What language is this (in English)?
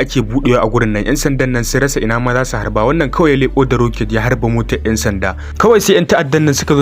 Hausa